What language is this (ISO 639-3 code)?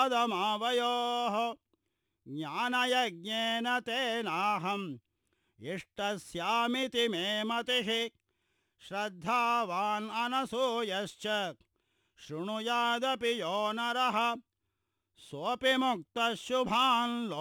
san